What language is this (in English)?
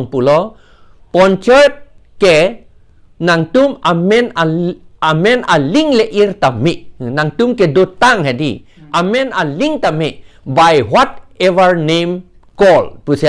Karbi